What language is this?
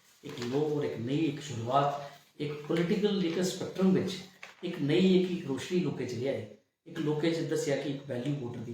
Dogri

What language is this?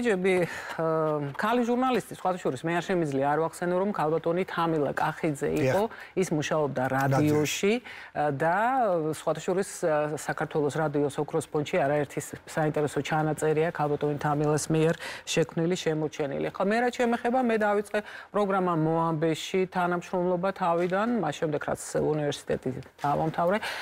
Georgian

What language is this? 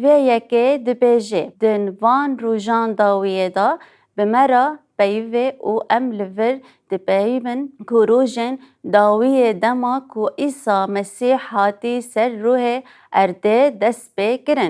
Kurdish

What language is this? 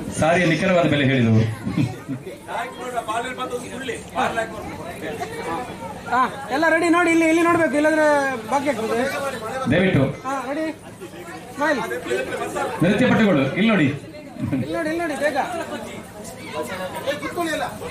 Kannada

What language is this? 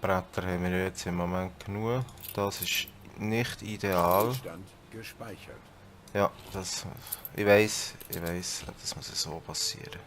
Swiss German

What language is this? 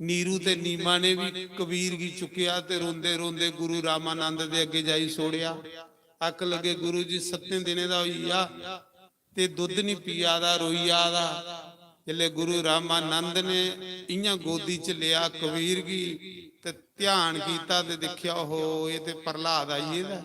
Dogri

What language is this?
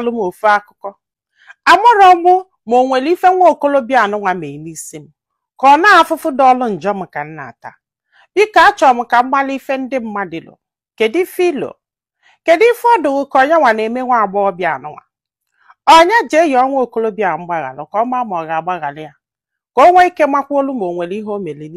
Igbo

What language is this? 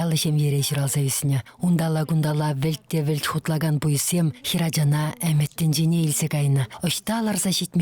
Chuvash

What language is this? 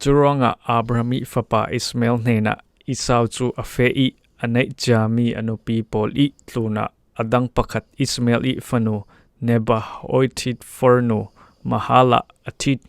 Falam Chin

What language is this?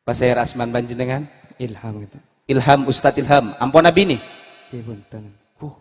Madurese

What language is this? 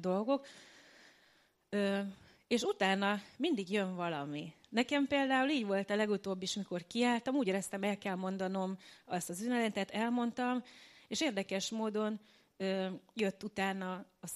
Hungarian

